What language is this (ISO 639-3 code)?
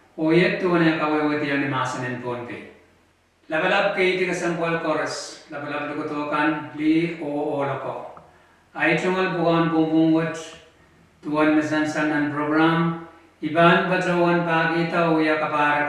pon